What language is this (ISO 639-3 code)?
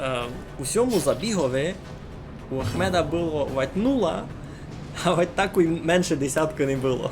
rue